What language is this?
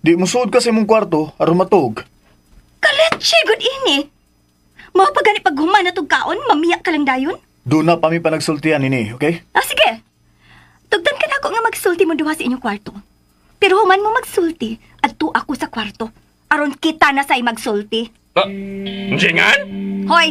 Cebuano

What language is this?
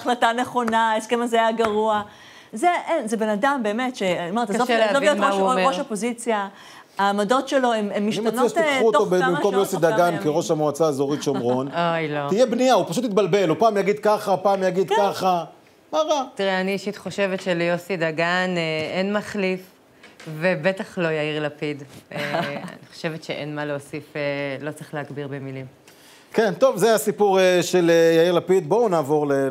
Hebrew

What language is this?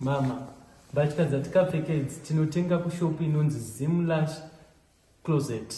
Shona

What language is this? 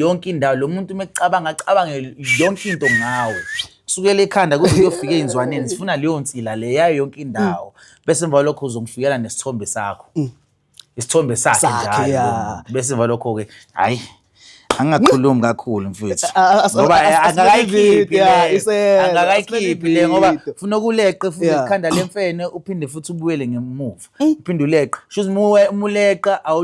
Zulu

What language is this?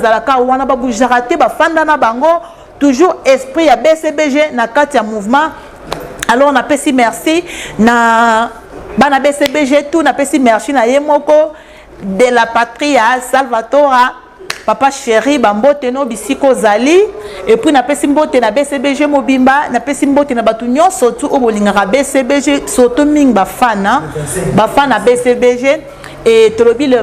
Lingala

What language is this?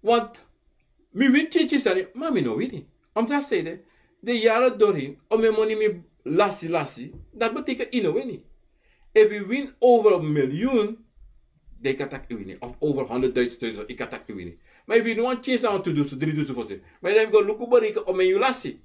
Sranan Tongo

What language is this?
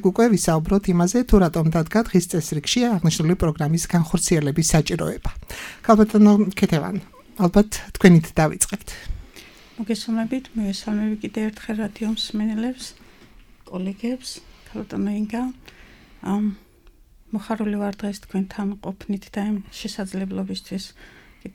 Georgian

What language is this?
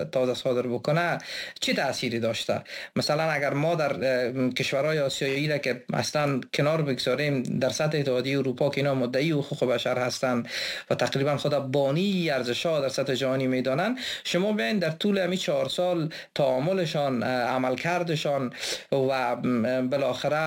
Persian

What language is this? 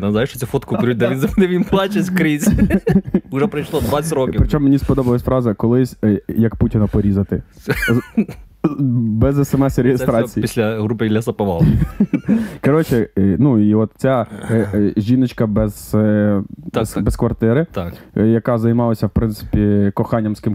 Ukrainian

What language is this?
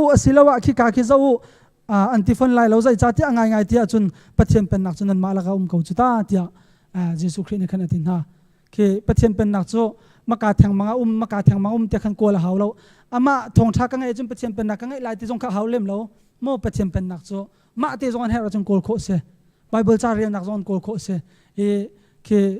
Hakha Chin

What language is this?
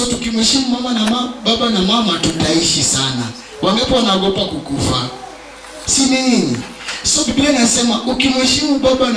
Swahili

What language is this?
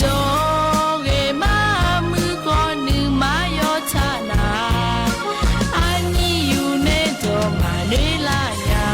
Akha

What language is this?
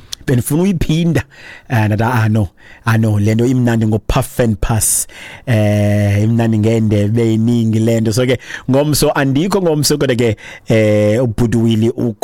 Xhosa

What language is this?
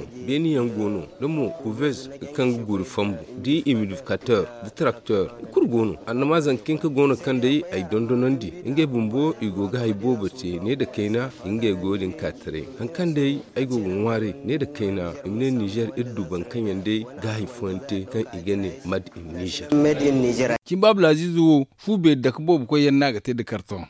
Zarma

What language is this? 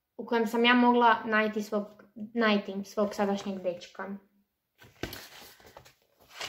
Croatian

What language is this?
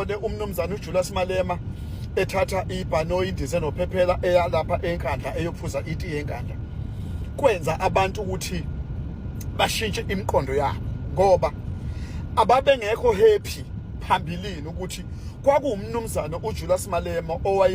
Zulu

